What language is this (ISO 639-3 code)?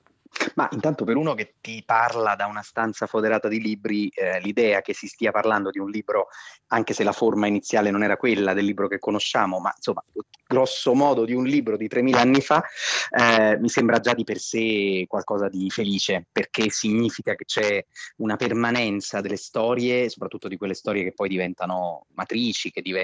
ita